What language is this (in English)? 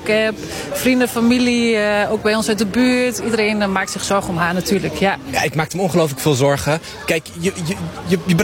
Dutch